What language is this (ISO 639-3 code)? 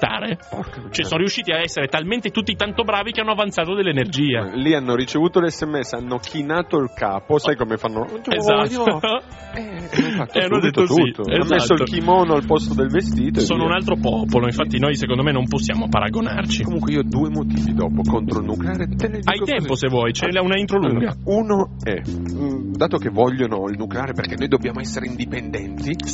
ita